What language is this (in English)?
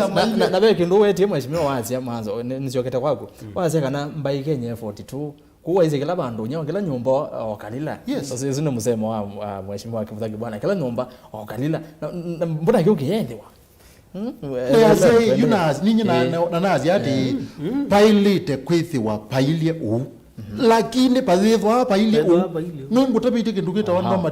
Kamba